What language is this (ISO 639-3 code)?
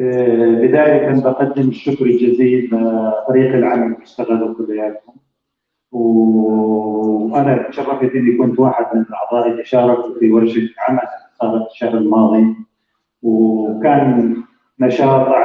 apc